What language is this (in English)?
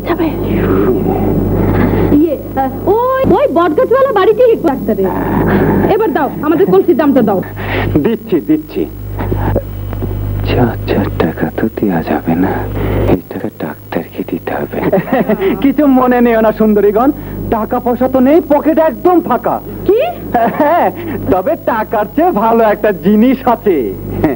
Bangla